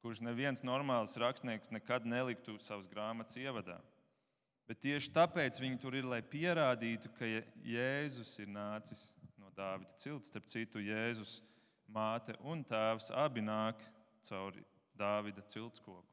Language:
Latvian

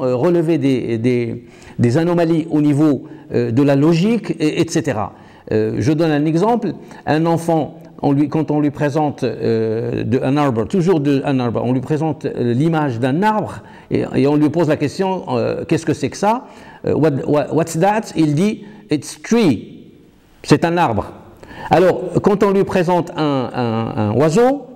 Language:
French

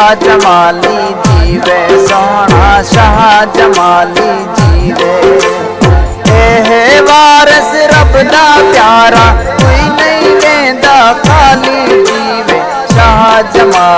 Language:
Saraiki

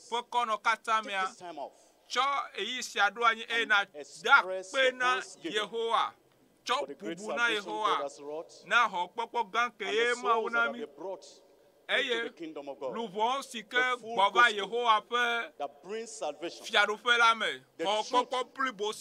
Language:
Ewe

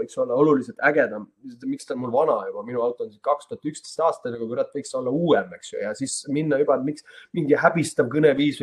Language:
Estonian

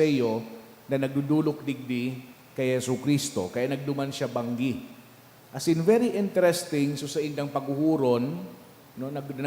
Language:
Bikol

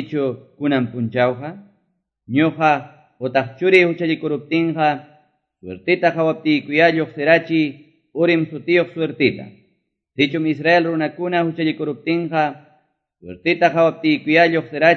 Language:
Quechua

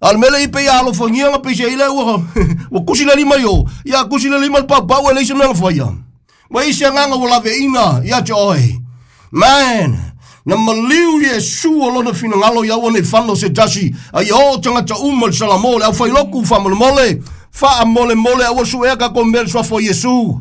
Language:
Samoan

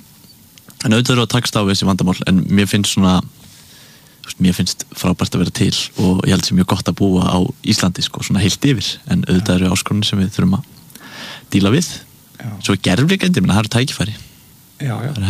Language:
Icelandic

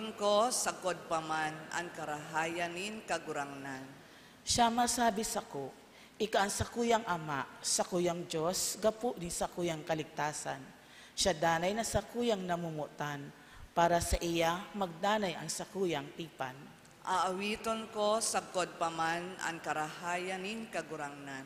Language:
Bikol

